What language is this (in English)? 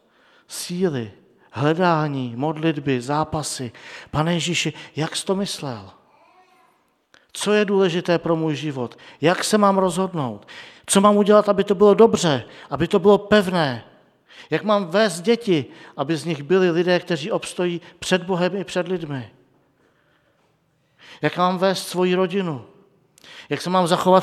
Czech